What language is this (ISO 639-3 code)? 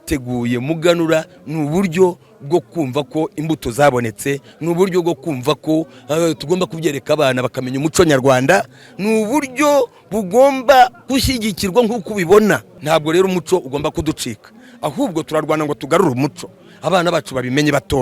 kin